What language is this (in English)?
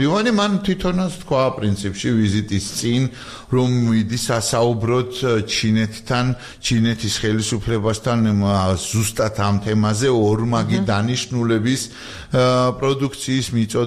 Georgian